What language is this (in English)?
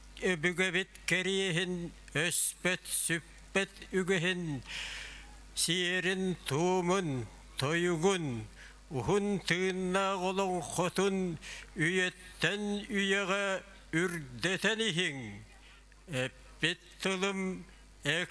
Yakut